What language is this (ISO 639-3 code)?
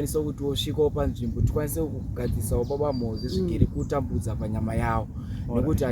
sna